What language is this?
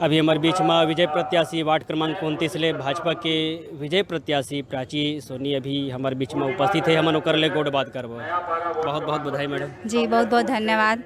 Chhattisgarhi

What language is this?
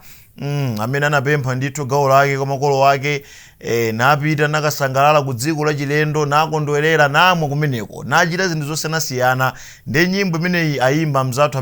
Nyanja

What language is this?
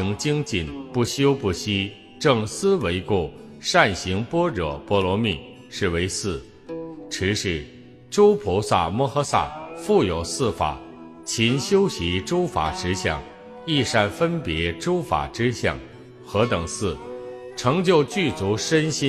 Chinese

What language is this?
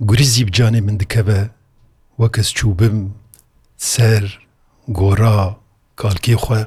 Kurdish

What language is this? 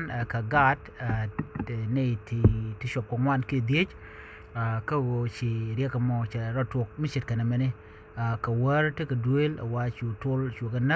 Nuer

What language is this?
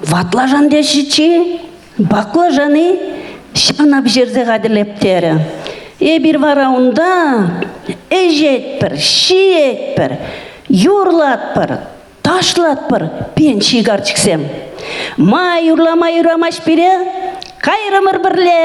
Chuvash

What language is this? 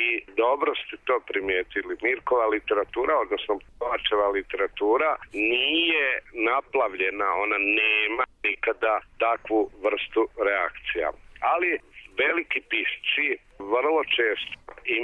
Serbian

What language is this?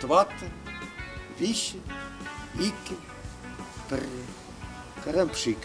Chuvash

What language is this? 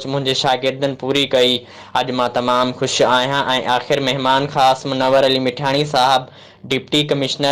Sindhi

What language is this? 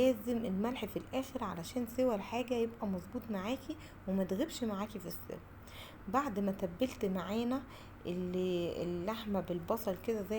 Egyptian Arabic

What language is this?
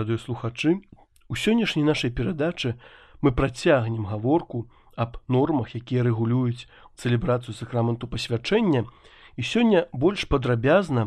Belarusian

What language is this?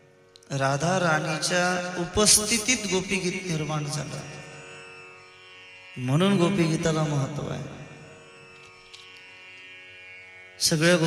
Marathi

